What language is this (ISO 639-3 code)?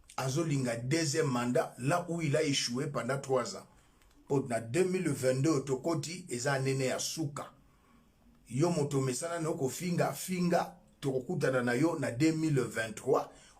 lin